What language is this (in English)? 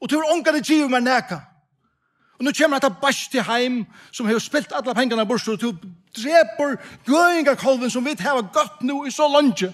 Faroese